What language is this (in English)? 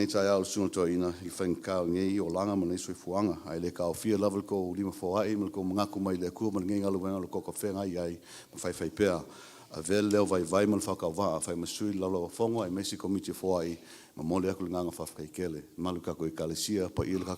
Samoan